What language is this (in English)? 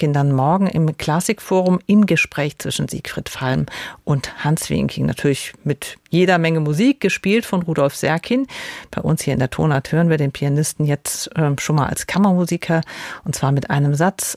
German